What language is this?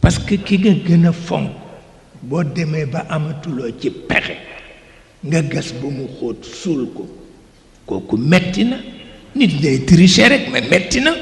Wolof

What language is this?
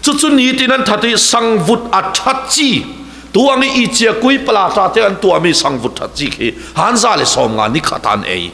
Falam Chin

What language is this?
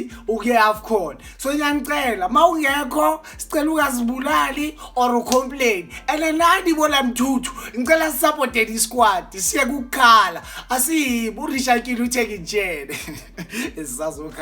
Zulu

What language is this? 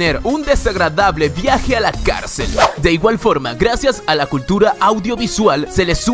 Spanish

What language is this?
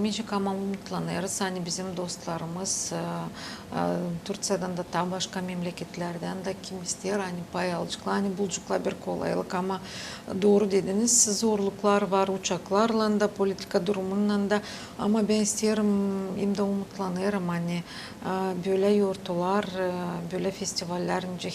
Gagauz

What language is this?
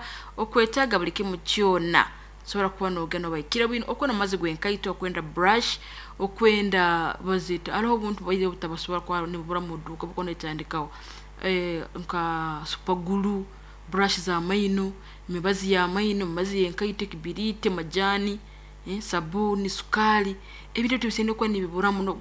Nyoro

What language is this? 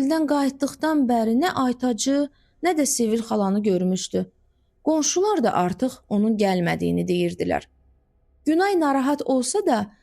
Azerbaijani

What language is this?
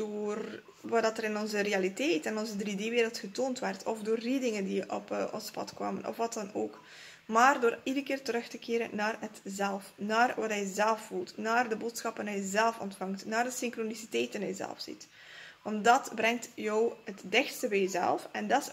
Dutch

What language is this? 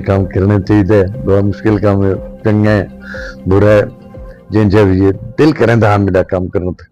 Saraiki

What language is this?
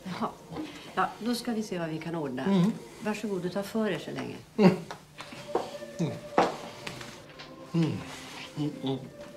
Swedish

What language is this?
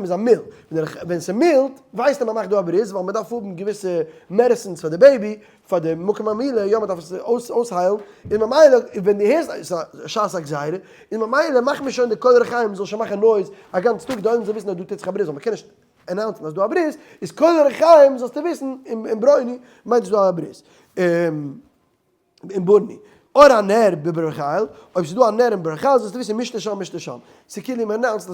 Yiddish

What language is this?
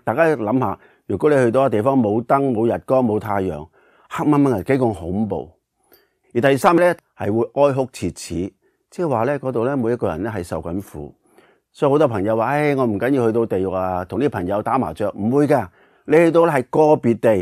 Cantonese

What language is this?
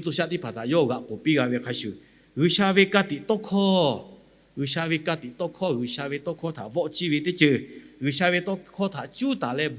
Lahu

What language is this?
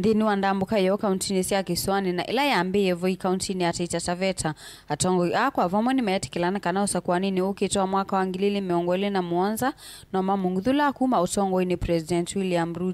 Kamba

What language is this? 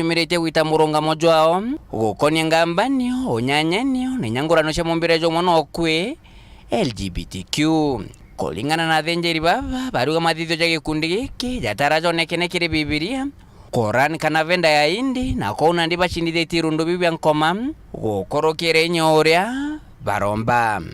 Meru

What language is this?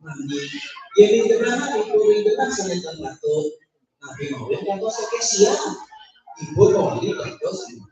Balinese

